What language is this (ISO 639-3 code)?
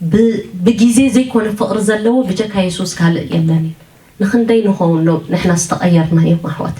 tir